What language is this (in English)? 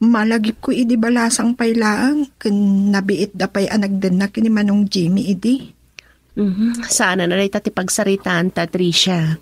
Iloko